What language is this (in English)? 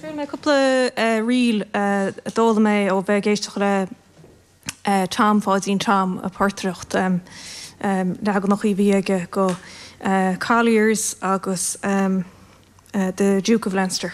Irish